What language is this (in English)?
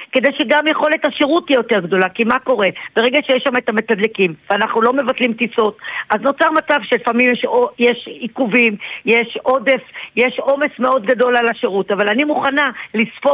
Hebrew